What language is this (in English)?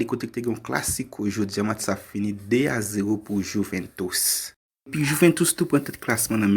Haitian Creole